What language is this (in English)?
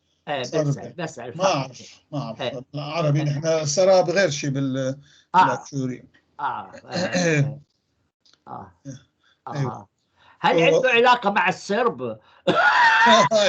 North Levantine Arabic